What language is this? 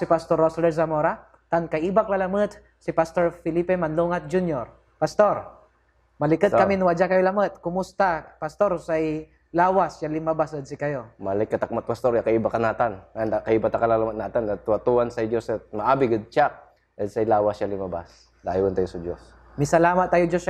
Pangasinan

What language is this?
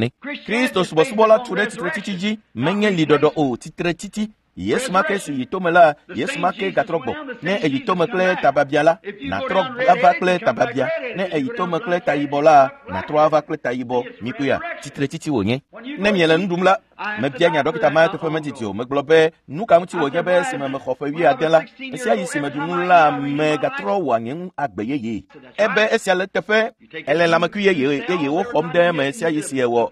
Ewe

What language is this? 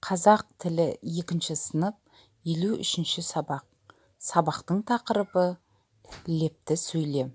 Kazakh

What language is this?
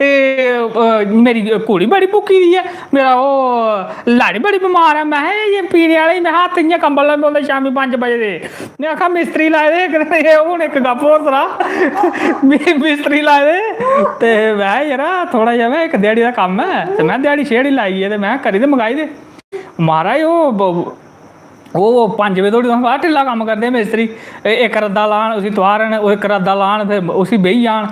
Dogri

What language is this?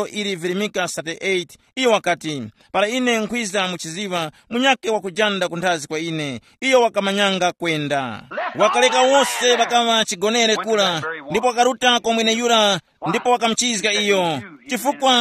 Tumbuka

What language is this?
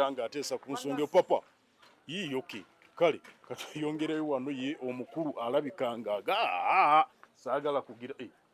Ganda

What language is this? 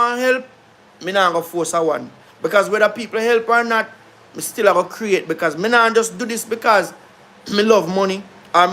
Jamaican Creole English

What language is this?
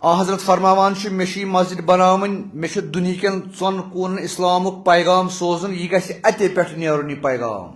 Kashmiri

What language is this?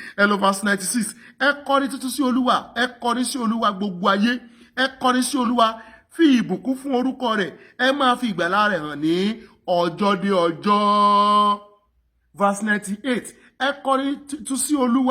Yoruba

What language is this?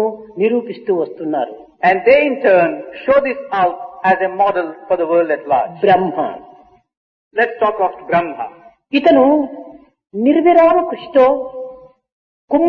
Telugu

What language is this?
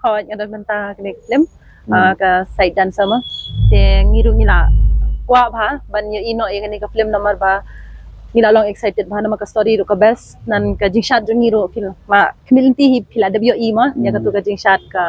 Khasi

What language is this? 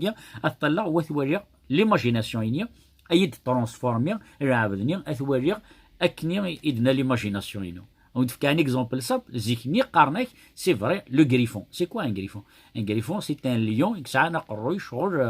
Kabyle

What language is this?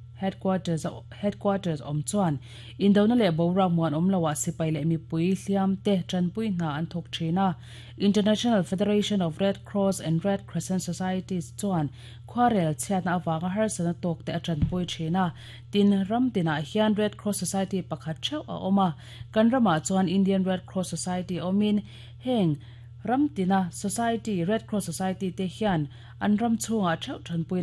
Mizo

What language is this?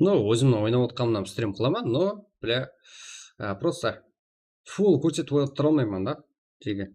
Kara-Kalpak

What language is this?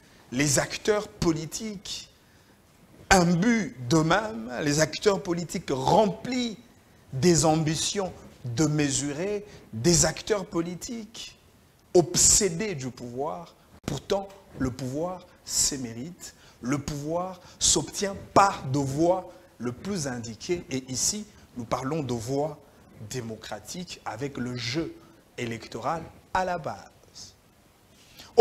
French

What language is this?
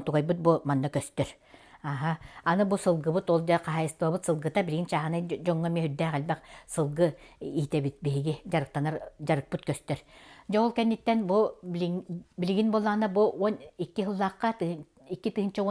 Yakut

